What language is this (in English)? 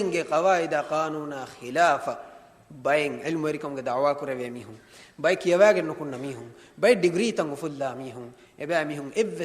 Divehi